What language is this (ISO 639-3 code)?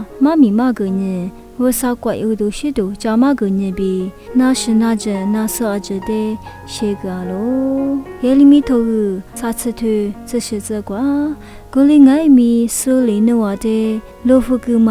lis